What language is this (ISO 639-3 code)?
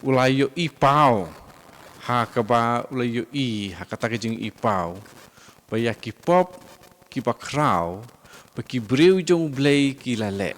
kha